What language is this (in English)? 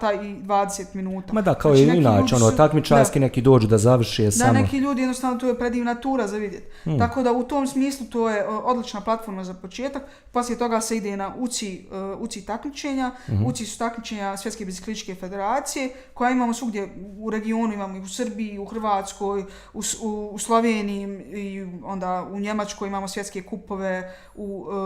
Bosnian